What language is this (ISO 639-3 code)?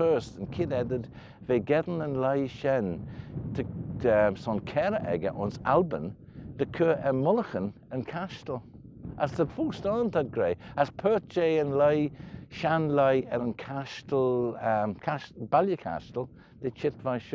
glv